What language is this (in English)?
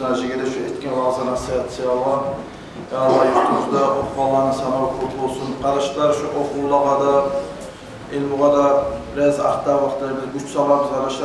Kumyk